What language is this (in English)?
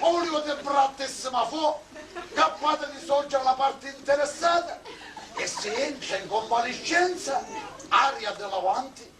Sicilian